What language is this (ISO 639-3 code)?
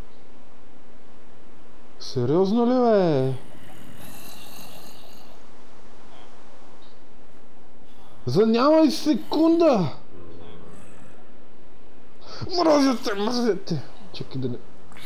bul